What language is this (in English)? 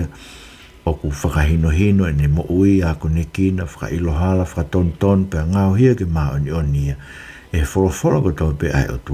Tongan